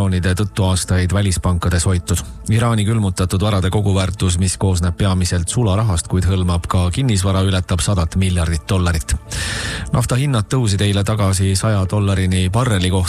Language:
Estonian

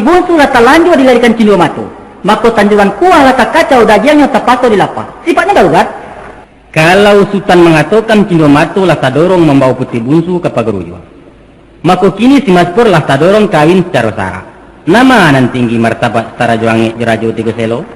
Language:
Minangkabau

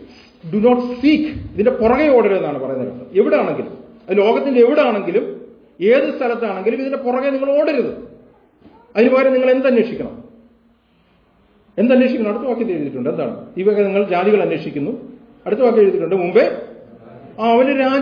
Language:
Malayalam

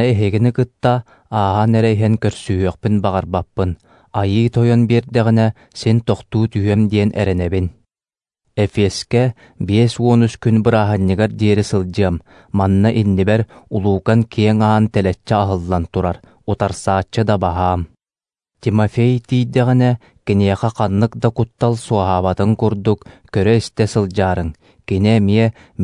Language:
Yakut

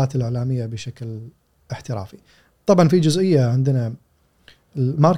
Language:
Gulf Arabic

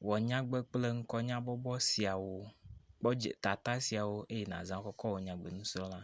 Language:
Ewe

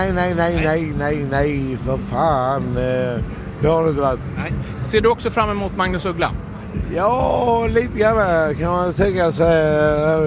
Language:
Swedish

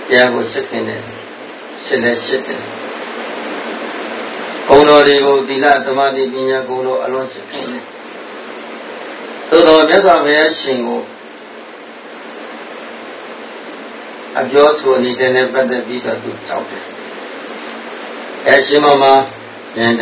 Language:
Burmese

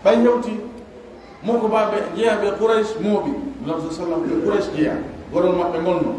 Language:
Pular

